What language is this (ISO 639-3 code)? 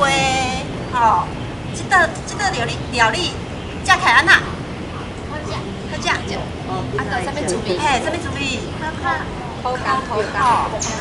nan